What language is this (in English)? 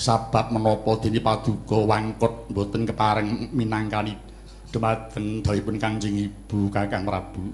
Javanese